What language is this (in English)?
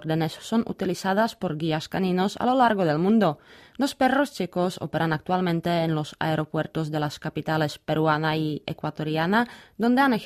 Spanish